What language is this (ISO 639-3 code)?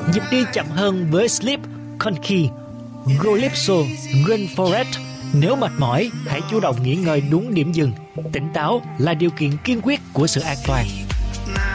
vie